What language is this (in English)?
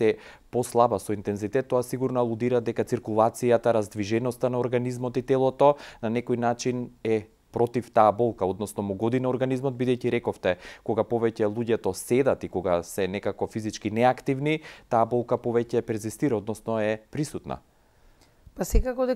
Macedonian